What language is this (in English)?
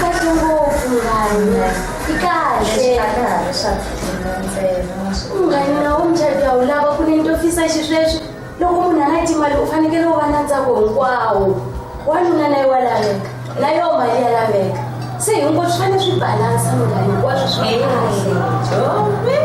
Tsonga